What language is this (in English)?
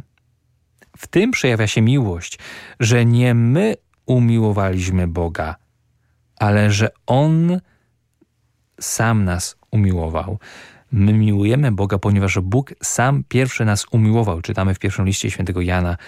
Polish